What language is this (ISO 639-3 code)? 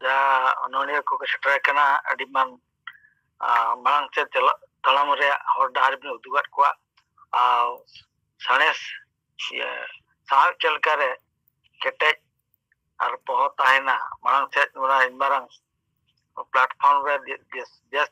sat